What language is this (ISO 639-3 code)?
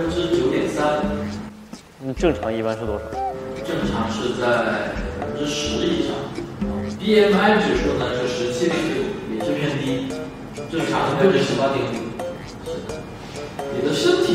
zho